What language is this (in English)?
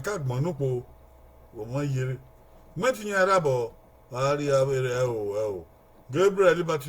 Bini